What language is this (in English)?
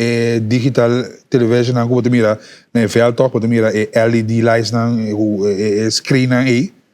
Papiamento